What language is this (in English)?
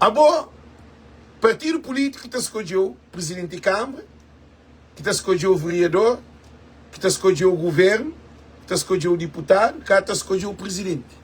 Kabuverdianu